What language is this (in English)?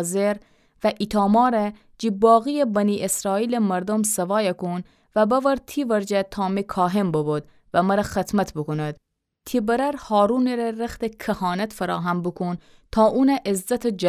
Gilaki